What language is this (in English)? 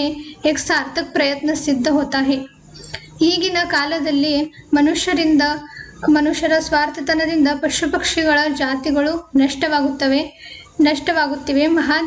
Kannada